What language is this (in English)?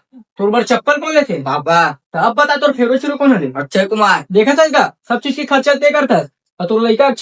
Chhattisgarhi